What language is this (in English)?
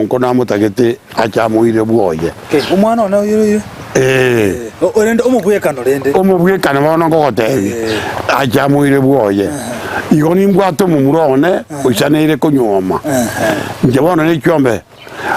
Gusii